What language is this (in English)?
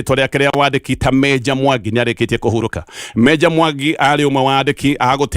Kikuyu